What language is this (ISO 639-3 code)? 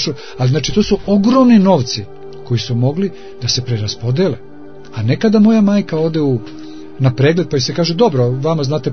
srp